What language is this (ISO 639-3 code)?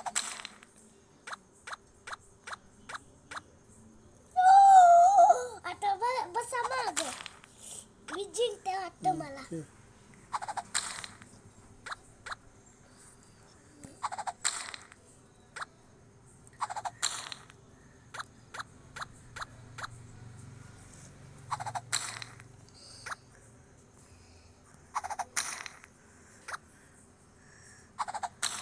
mar